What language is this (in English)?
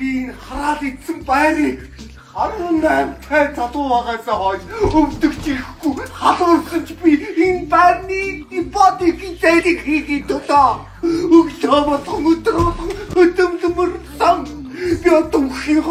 Mongolian